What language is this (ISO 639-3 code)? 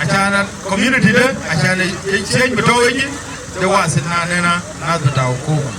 din